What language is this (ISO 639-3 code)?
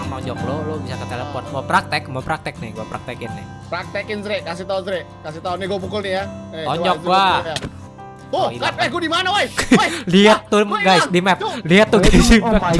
ind